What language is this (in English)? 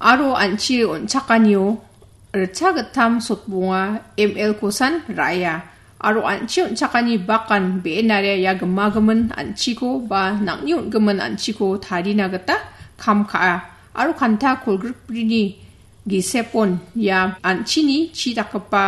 Garo